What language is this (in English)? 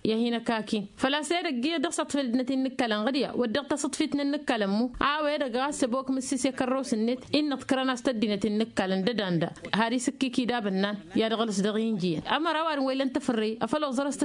Tamasheq